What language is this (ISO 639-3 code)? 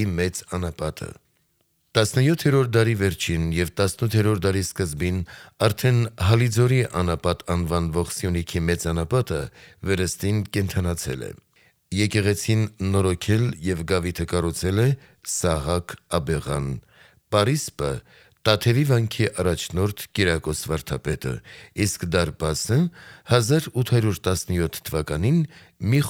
hye